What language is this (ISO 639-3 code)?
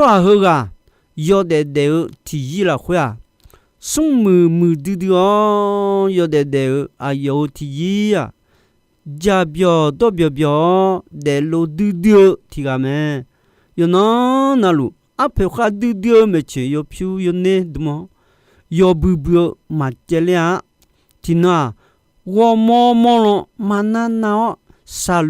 ahk